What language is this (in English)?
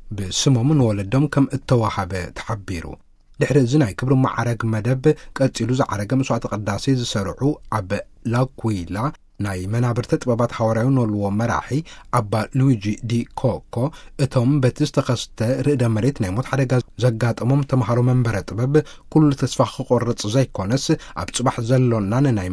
Tigrinya